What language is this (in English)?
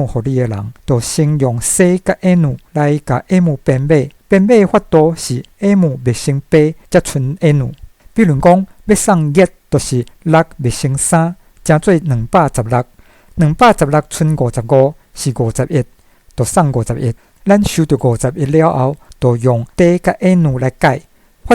Min Nan Chinese